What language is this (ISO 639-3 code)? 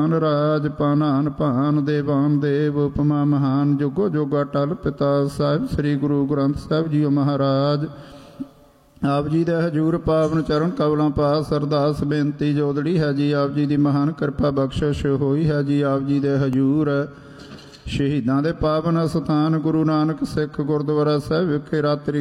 pan